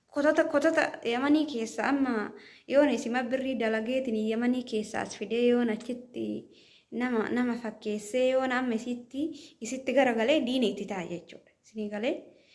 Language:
Oromo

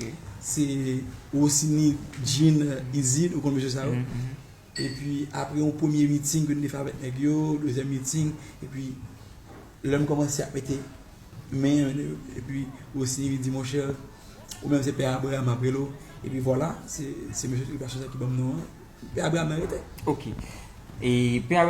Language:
Haitian Creole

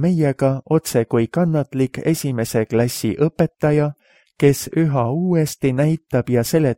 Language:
Estonian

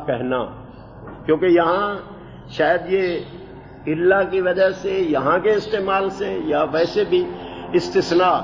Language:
Urdu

